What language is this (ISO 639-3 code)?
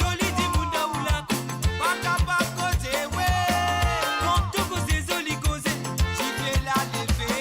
mfe